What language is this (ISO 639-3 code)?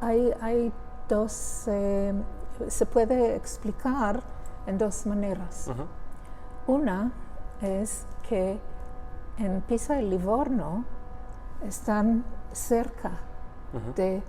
lad